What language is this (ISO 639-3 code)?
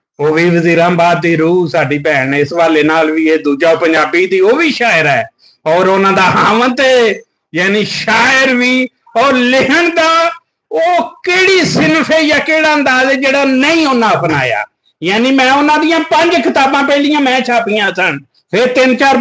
lah